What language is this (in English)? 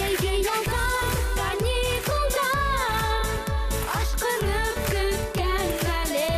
Bashkir